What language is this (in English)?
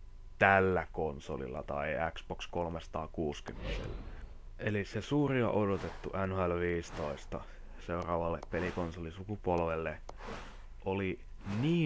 Finnish